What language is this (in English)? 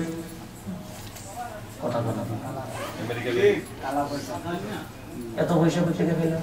Bangla